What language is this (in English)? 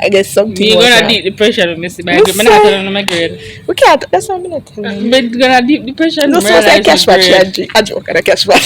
Jamaican Creole English